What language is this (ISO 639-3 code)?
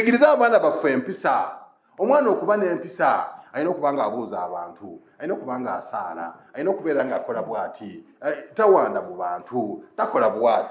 lug